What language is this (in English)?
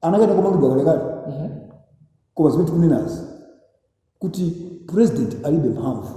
Nyanja